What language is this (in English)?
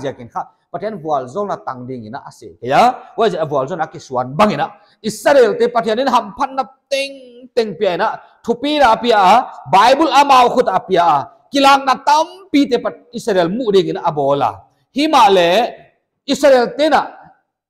Paite Chin